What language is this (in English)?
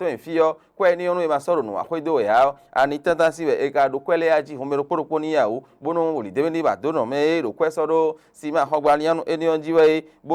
Fon